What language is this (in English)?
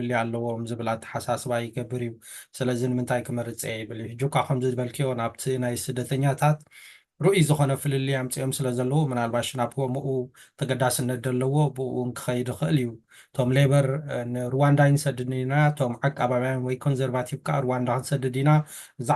Tigrinya